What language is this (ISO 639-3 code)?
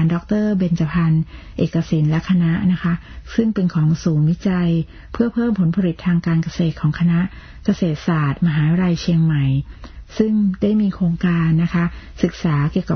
tha